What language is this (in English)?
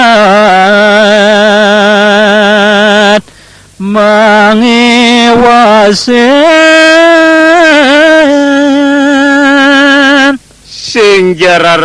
Balinese